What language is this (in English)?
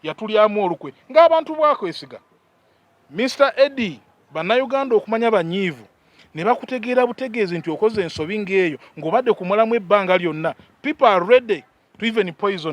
Ganda